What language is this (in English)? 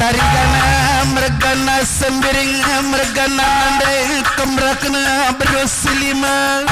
Batak Karo